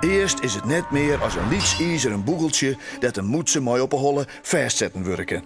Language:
Western Frisian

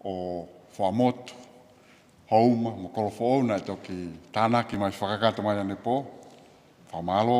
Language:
Tongan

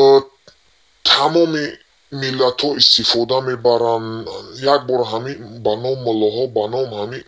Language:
Tajik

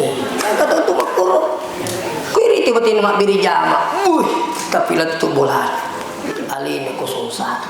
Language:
Buginese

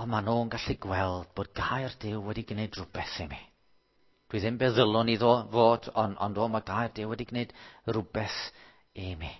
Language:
Welsh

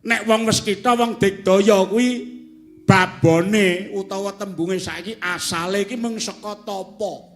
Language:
Javanese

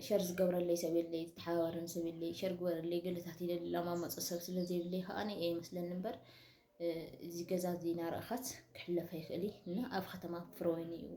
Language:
Tigrinya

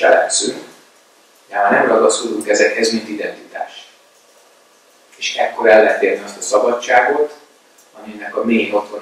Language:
Hungarian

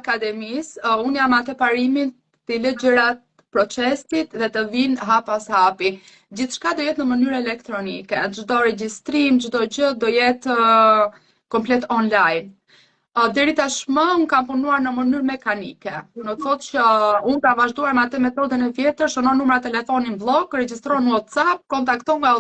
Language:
Albanian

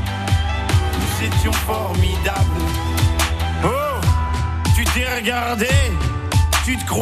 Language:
French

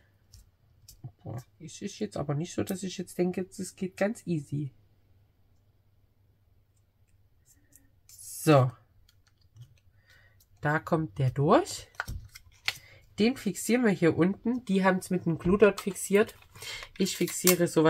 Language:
German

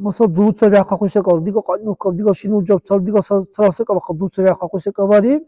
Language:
Dargwa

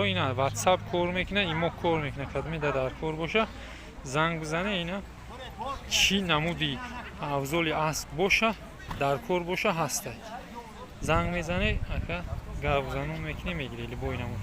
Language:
Tajik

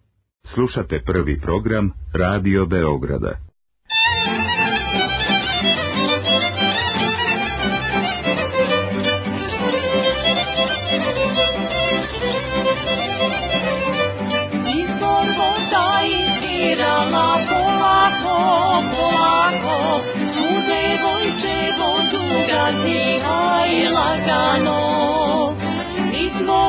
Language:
Serbian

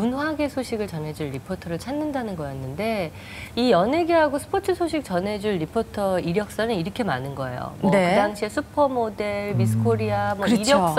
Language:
Korean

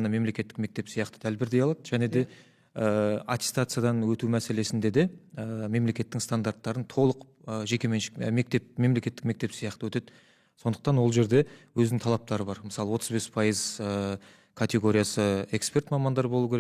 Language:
Kazakh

